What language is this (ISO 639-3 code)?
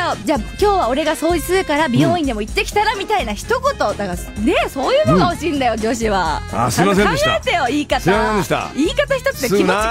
jpn